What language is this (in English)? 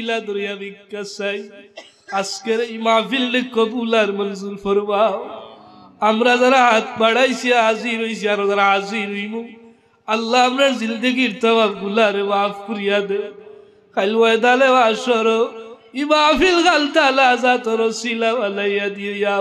Sylheti